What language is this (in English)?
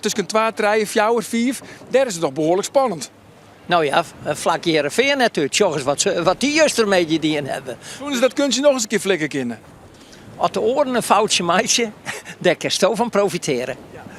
Western Frisian